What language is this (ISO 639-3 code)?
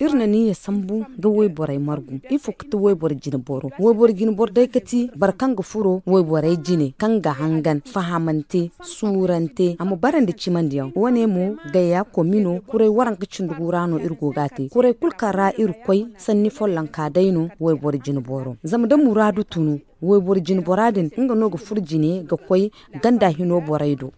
dje